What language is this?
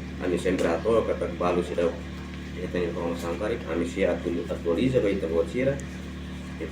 Tetum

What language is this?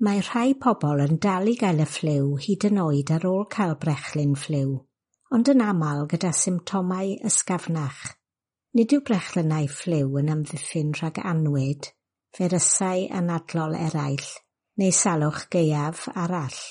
Welsh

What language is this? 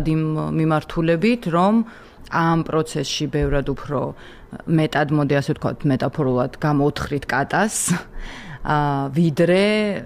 Georgian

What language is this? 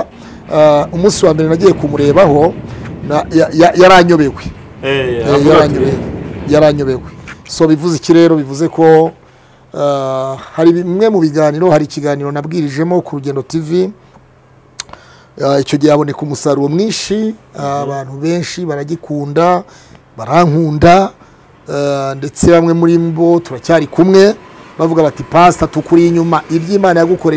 Kinyarwanda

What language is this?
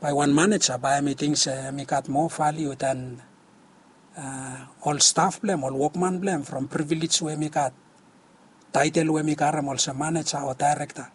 Bislama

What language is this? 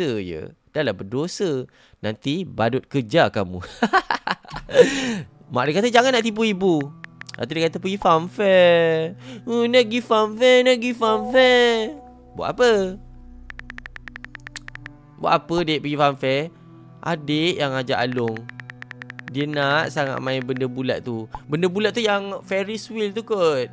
Malay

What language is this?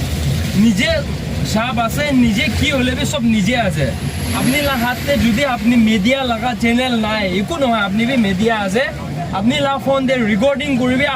Naga Pidgin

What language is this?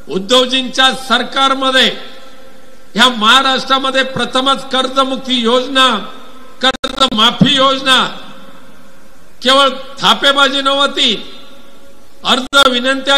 Marathi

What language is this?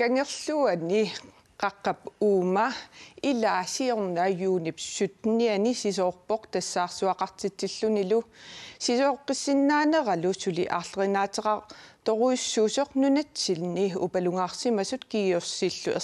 Kalaallisut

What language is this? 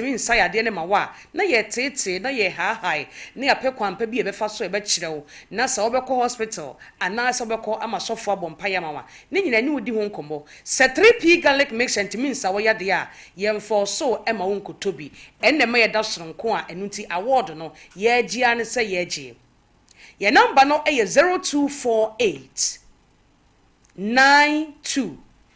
Akan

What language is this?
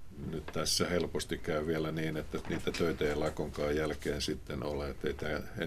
Finnish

